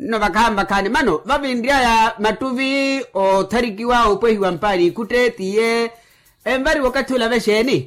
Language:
Makhuwa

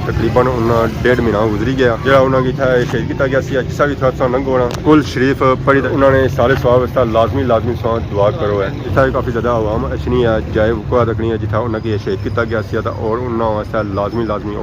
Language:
Pahari-Potwari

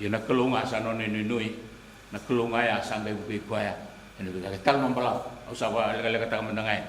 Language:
Fijian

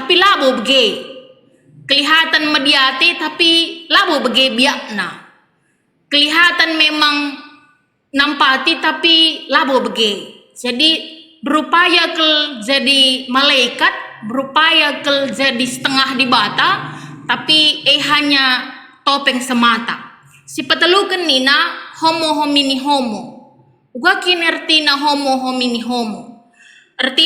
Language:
Batak Karo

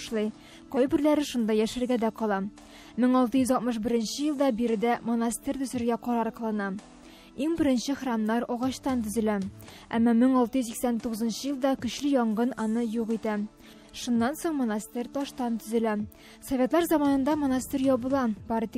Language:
Tatar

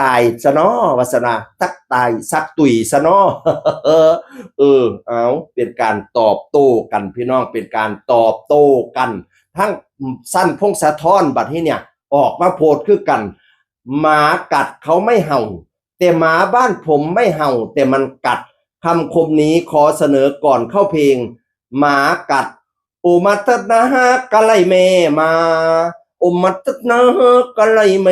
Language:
Northeastern Thai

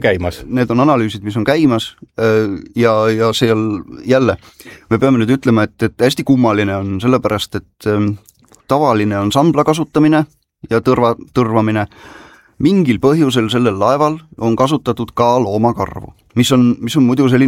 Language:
Estonian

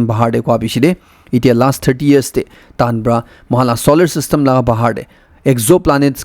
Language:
Naga Pidgin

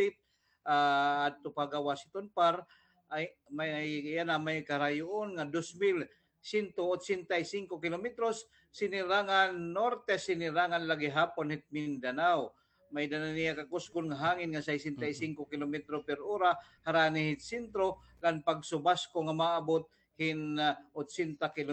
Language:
Waray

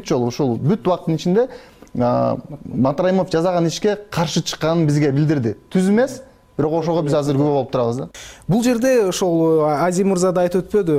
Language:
Kyrgyz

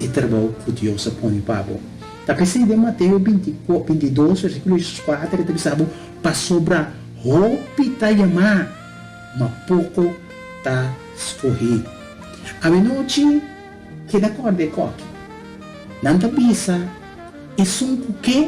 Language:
Papiamento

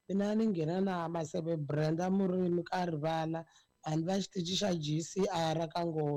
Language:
Tsonga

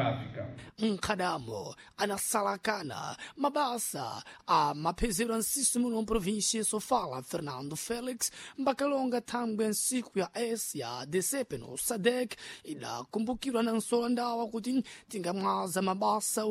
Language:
Sena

